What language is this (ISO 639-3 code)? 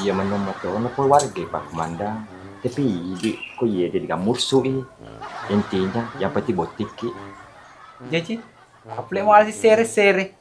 bug